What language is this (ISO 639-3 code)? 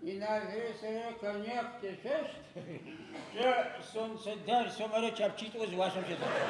ady